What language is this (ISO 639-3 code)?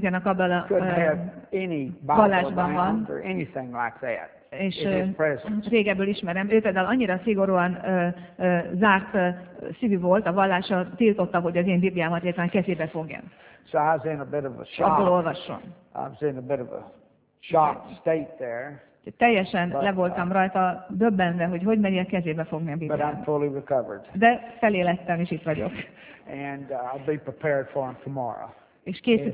hun